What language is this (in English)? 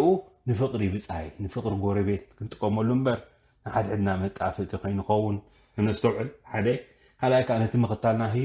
Tigrinya